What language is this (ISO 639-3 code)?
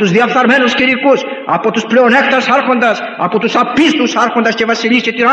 ell